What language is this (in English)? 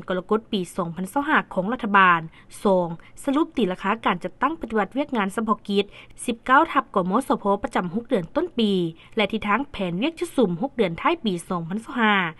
Lao